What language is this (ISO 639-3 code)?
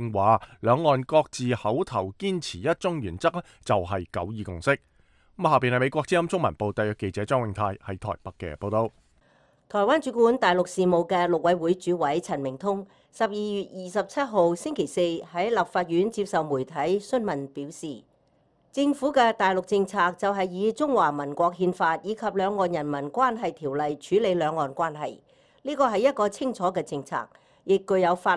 yue